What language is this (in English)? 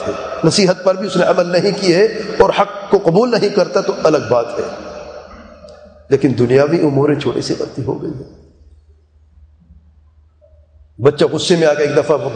Urdu